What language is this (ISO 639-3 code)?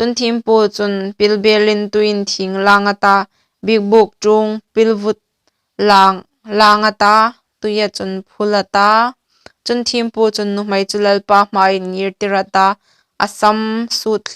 hmr